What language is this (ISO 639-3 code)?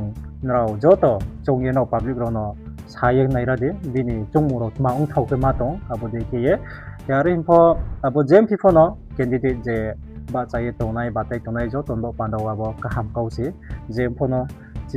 ria